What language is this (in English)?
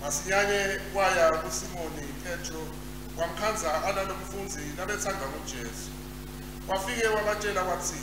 Swati